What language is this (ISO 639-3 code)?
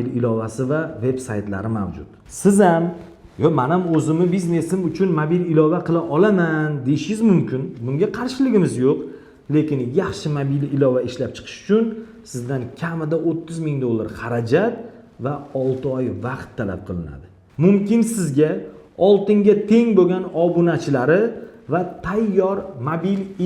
uzb